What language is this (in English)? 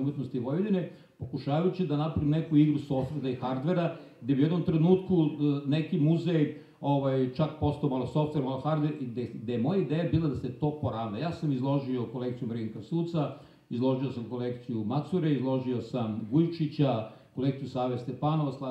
Serbian